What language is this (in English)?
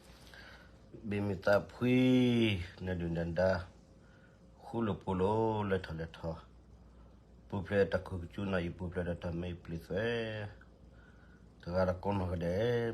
S'gaw Karen